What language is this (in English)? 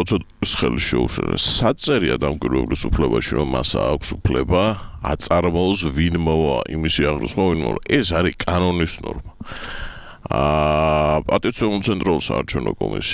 Georgian